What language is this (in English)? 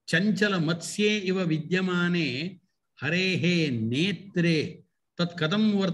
Sanskrit